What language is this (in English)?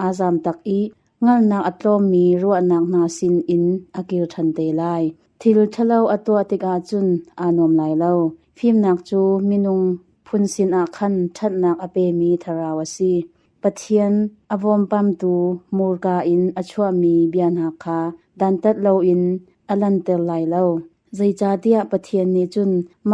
Hakha Chin